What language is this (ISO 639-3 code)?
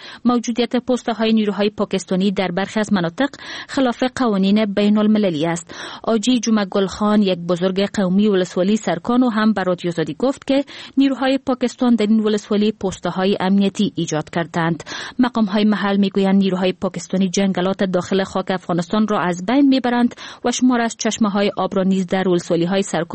fas